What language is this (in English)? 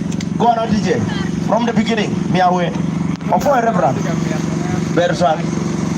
Acoli